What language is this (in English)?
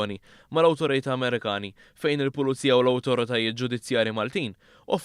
Maltese